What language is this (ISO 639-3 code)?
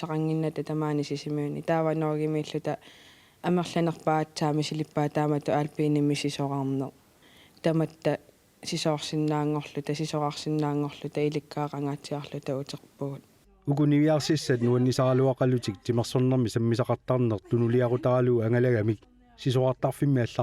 kal